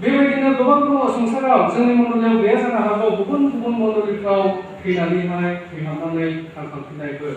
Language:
Bodo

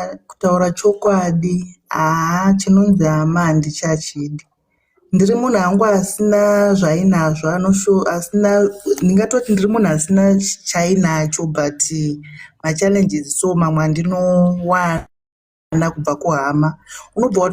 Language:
Shona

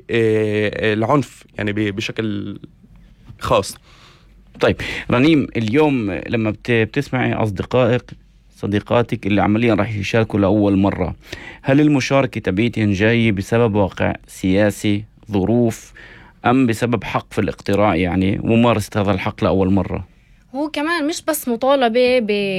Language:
North Levantine Arabic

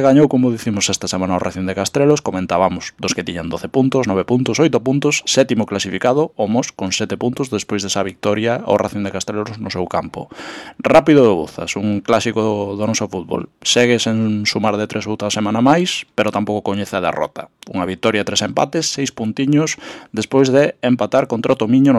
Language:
Galician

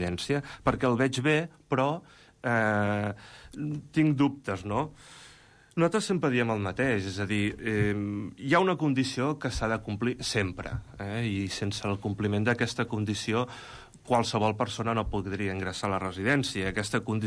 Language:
Catalan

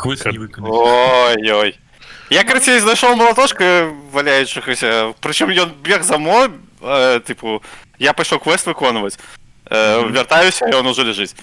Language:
Belarusian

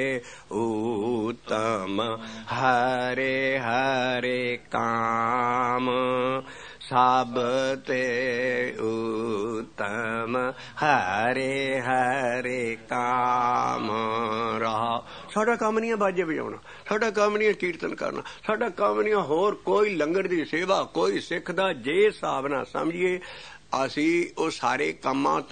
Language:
Punjabi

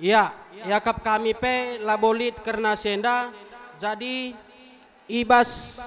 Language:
Batak Karo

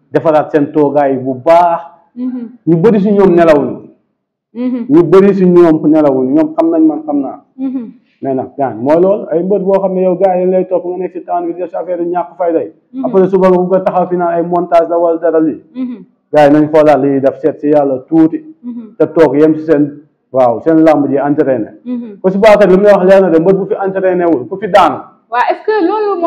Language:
Wolof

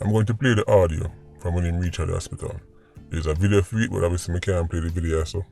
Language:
Jamaican Creole English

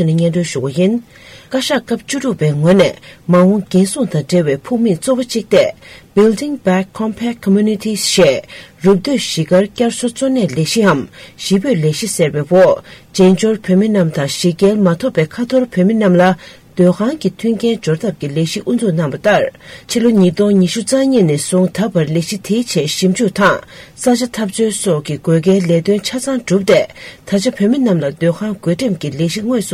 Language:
Tibetan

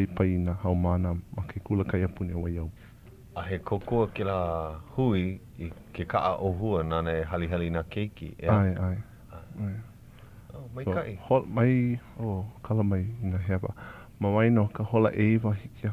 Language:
Hawaiian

